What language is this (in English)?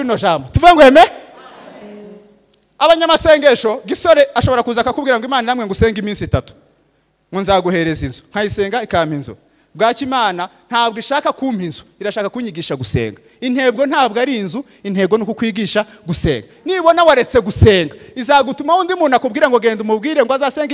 Kinyarwanda